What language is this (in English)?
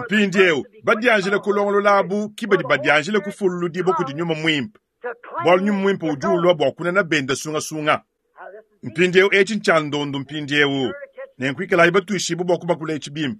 Luba-Lulua